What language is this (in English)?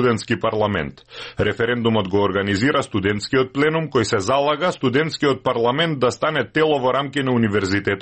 Macedonian